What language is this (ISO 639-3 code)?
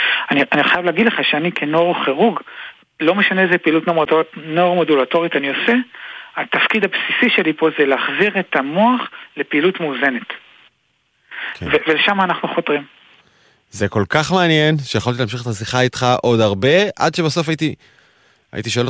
heb